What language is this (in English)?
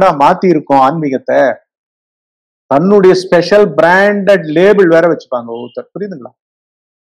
Tamil